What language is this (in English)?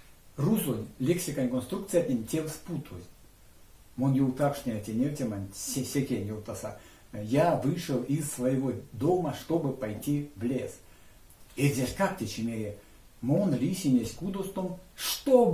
Erzya